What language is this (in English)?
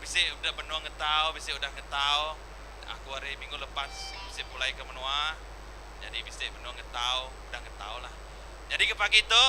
Iban